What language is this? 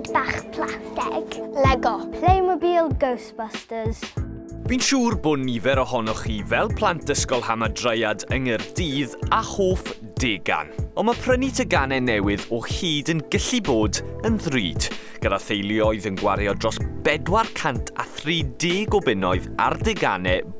Welsh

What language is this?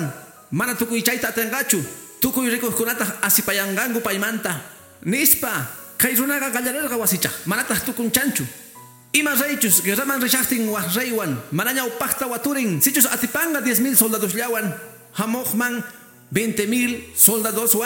Quechua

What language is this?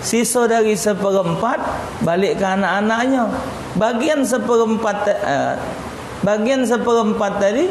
Musi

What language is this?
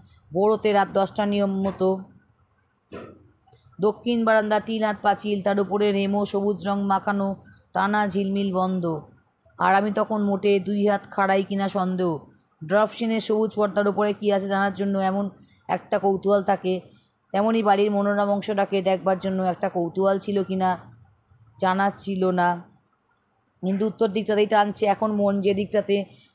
Bangla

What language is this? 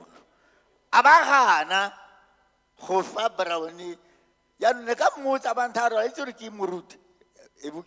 Tswana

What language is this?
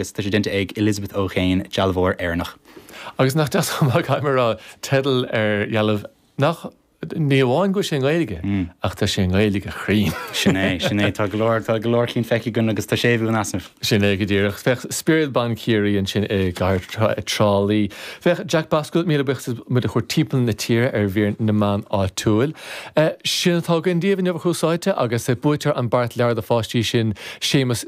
Irish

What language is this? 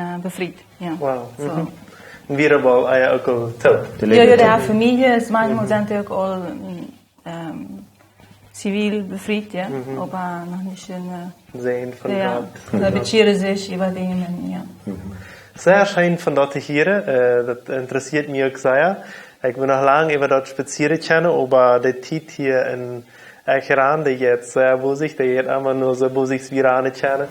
Plautdietsch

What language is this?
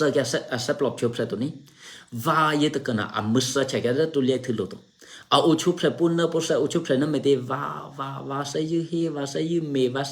Eastern Kayah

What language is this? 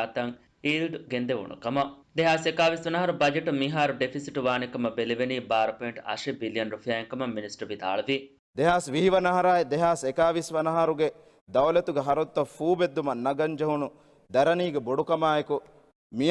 Divehi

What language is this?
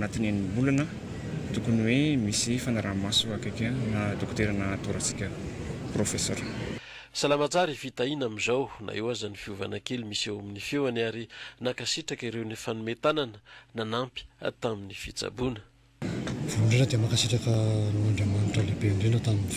Malagasy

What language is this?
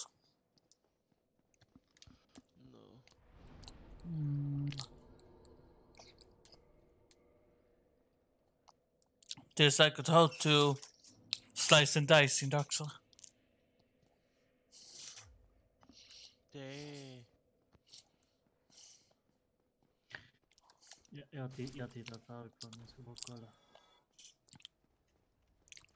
Swedish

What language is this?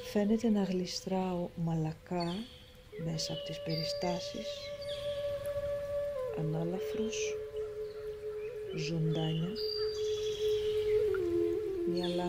Greek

